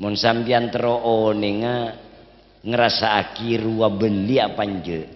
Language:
Madurese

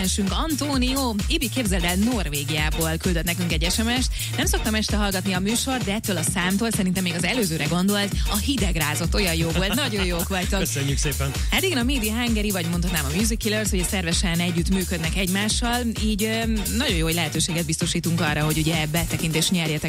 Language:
Hungarian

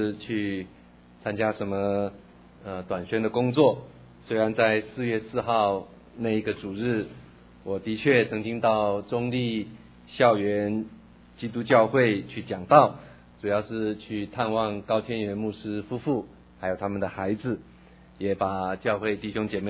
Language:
Chinese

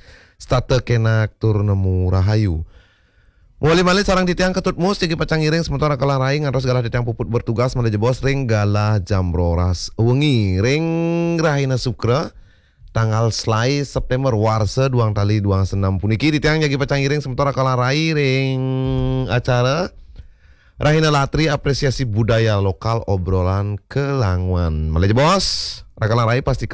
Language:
Balinese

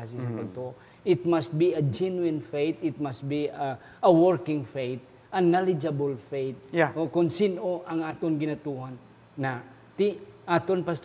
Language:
Hiligaynon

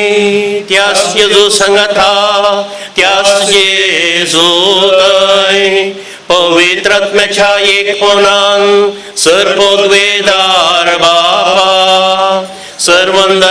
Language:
Konkani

